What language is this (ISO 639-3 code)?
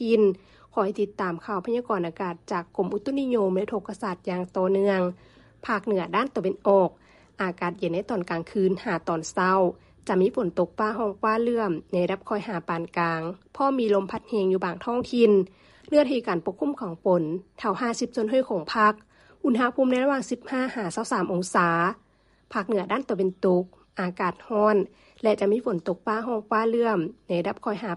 lao